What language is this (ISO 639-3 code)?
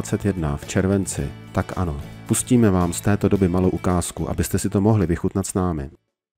ces